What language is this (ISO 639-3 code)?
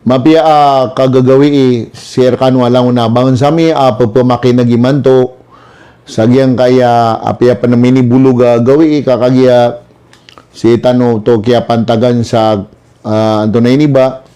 mrw